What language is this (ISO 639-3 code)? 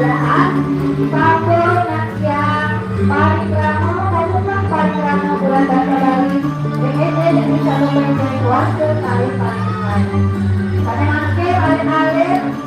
ban